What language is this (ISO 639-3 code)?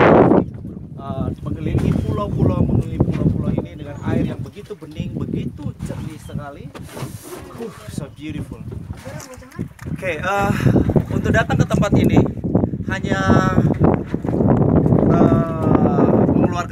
ind